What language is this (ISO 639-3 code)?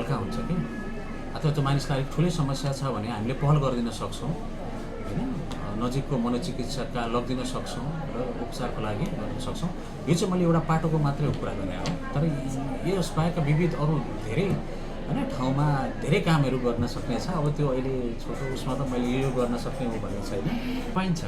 nep